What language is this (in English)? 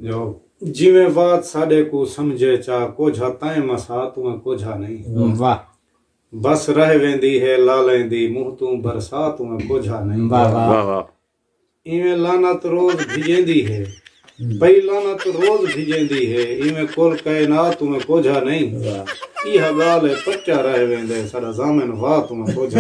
Saraiki